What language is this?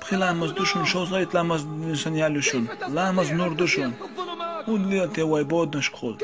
Chechen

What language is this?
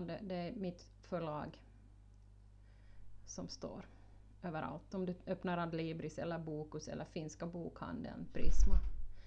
Swedish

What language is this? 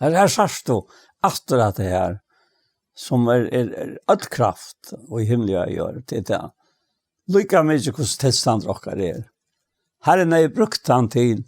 Faroese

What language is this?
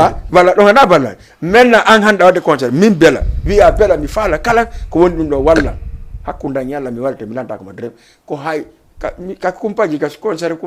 Fula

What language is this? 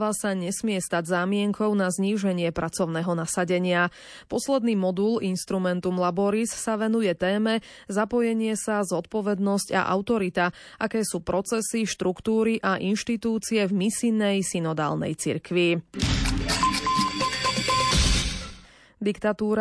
Slovak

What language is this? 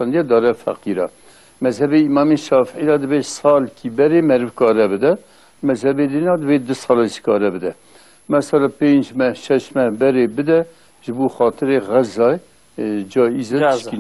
Kurdish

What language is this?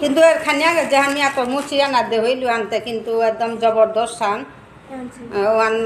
Bishnupriya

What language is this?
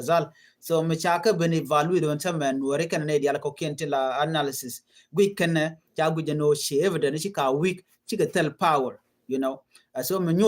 Nuer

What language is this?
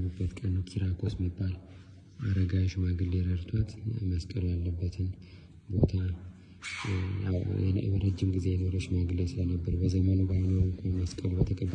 Amharic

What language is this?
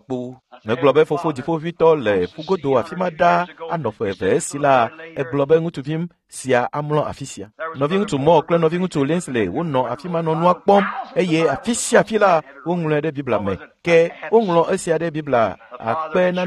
Ewe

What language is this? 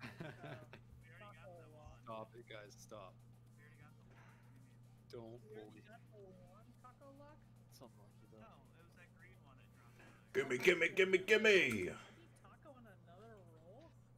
English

